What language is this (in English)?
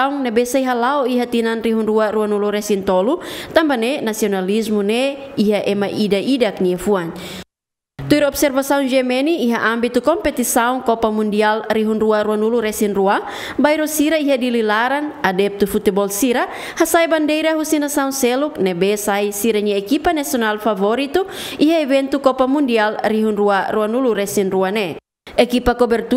Tetum